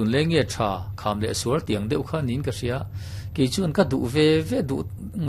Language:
Mizo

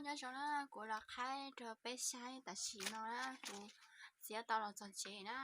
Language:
Hmong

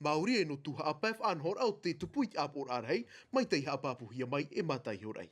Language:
Tahitian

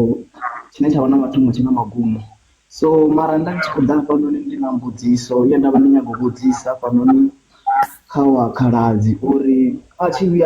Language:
Venda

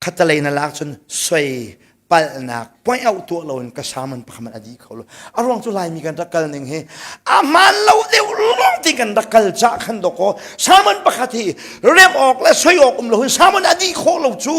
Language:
Hakha Chin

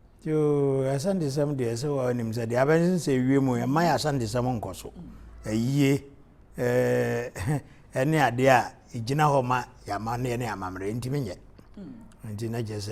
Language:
Akan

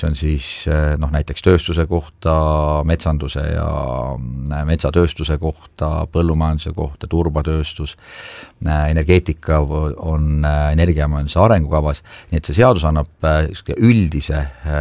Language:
Estonian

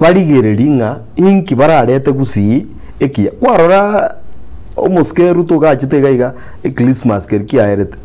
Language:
Gusii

